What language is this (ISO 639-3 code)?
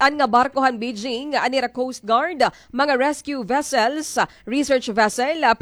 war